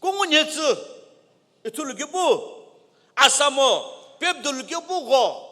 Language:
Sumi Naga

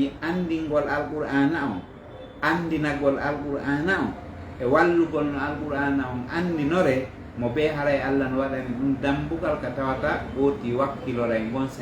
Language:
Fula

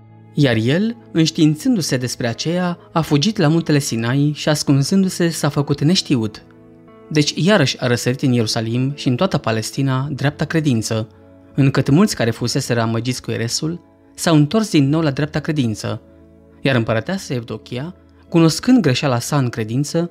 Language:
Romanian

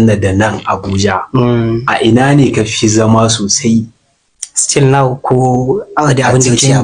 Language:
Hausa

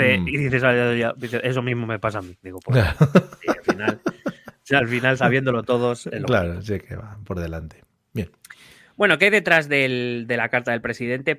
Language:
Spanish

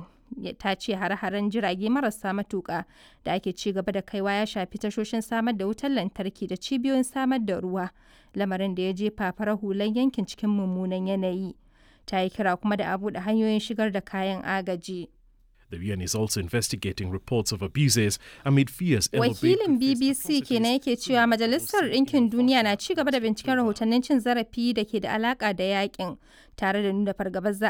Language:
Hausa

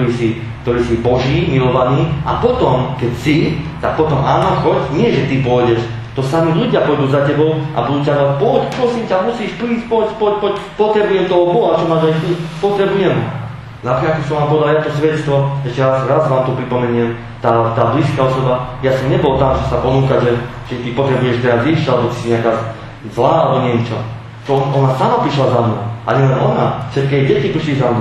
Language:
Slovak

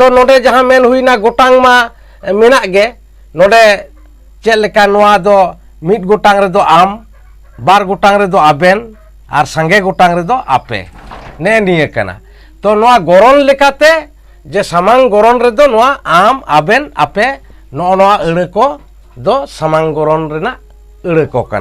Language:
Santali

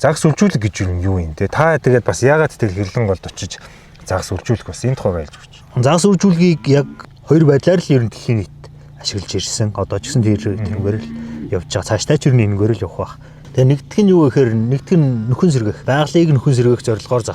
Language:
Mongolian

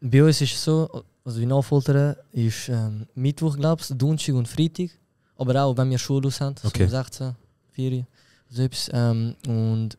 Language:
Swiss German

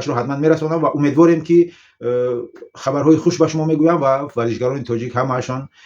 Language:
Tajik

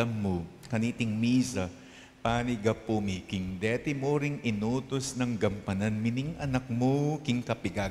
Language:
Pampanga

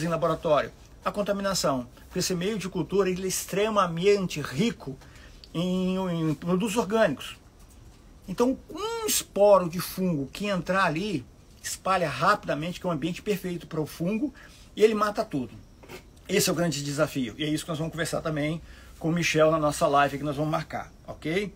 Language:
Portuguese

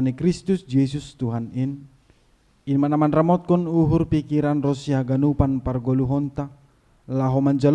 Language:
Batak Simalungun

